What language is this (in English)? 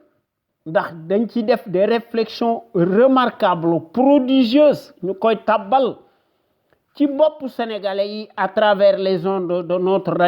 Wolof